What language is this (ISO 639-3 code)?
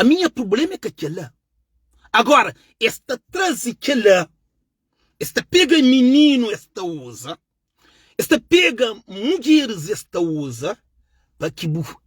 kea